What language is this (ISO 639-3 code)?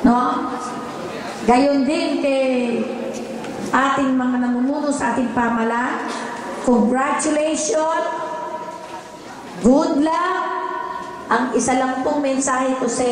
fil